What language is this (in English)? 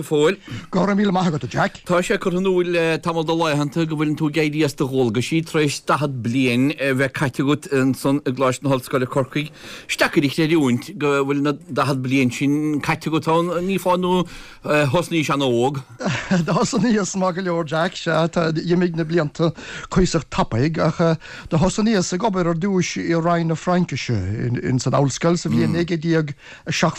Irish